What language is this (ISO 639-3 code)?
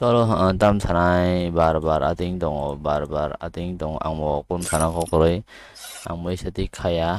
trp